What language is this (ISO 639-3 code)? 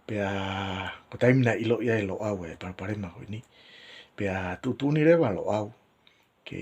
ton